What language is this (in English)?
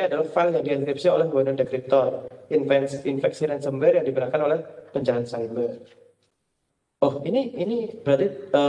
Indonesian